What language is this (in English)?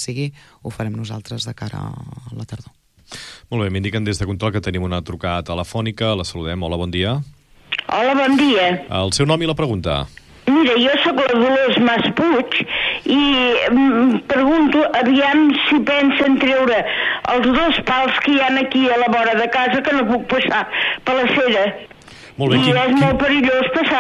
Catalan